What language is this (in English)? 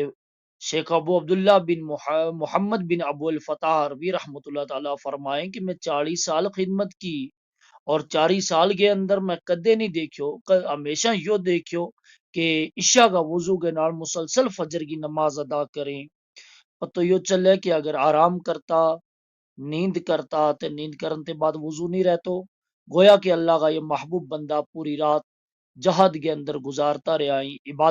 Gujari